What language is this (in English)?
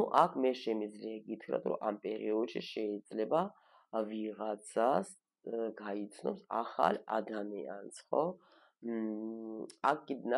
Georgian